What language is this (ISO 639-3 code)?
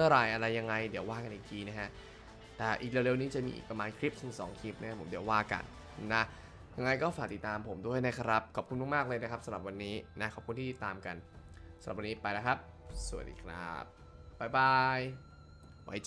tha